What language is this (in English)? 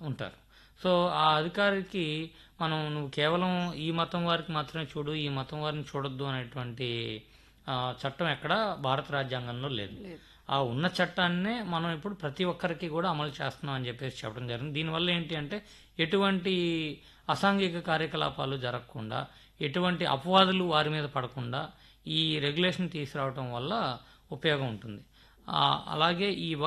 Telugu